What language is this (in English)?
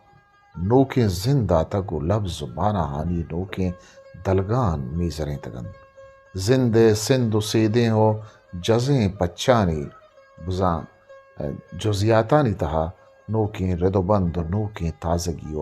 Eastern Balochi